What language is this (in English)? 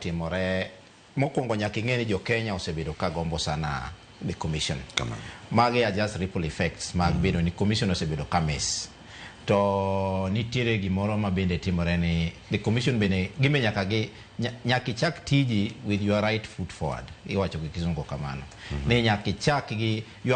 Luo (Kenya and Tanzania)